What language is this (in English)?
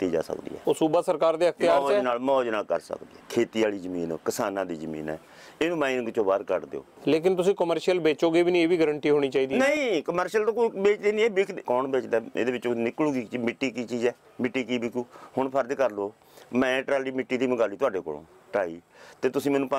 Punjabi